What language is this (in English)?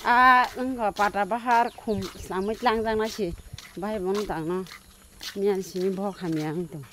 Kok Borok